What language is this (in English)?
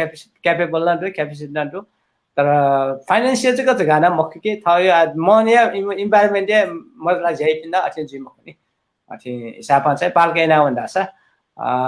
Newari